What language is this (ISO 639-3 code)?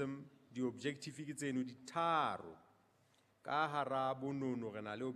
sot